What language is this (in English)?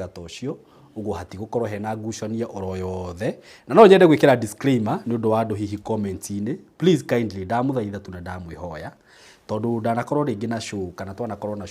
Kikuyu